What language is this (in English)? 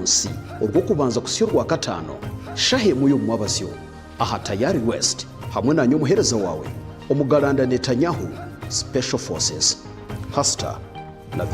Nyankole